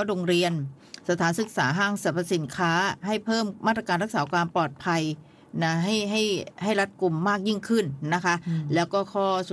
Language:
Thai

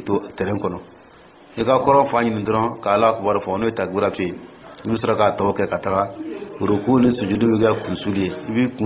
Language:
Dyula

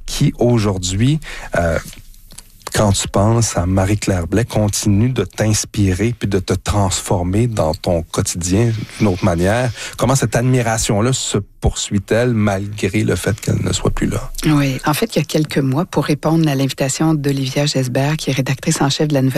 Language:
French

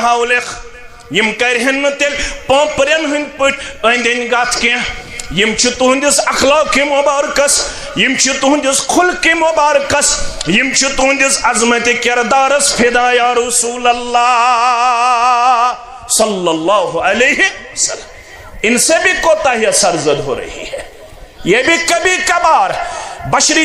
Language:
Kashmiri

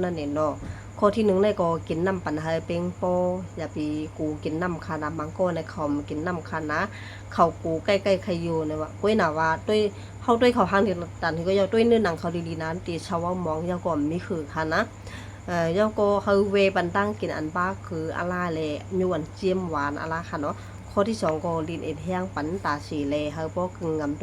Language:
Shan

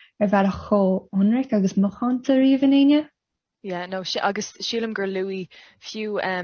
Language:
Irish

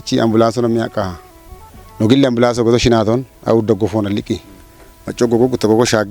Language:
Kafa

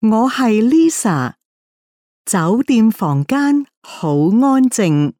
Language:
Cantonese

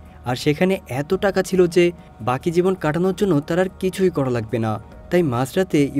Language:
Bangla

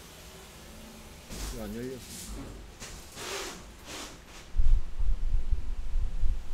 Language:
Korean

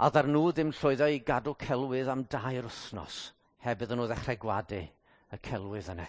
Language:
Welsh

